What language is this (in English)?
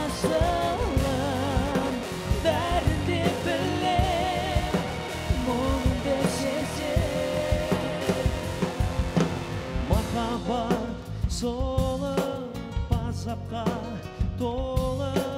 Kazakh